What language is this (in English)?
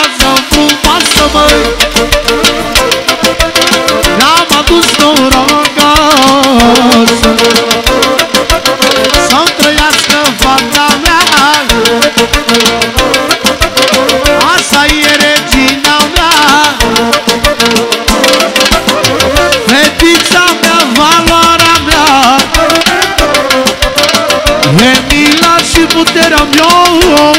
Romanian